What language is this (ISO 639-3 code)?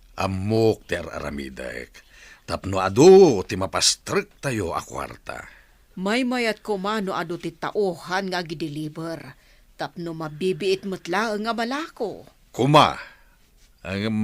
ilo